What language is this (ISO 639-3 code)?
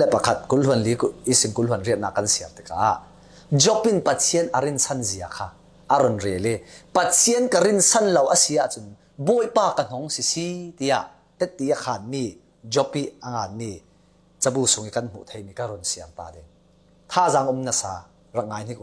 cfm